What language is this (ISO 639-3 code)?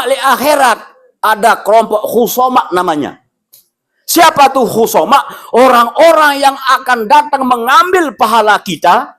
sas